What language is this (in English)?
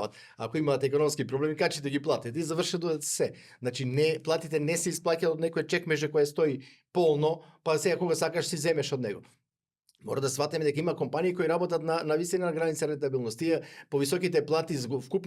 Macedonian